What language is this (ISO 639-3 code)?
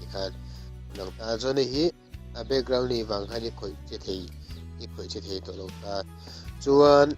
lus